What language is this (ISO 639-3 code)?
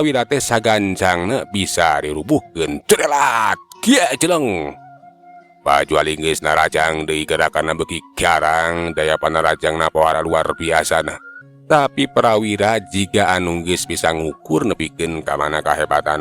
sun